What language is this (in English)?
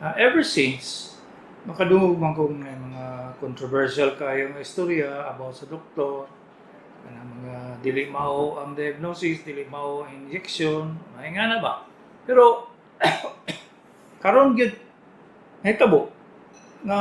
Cebuano